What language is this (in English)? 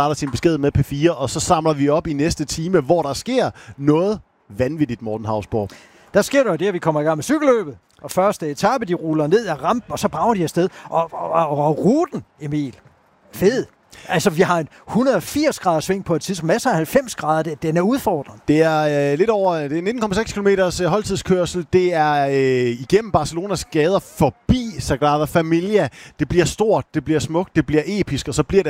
Danish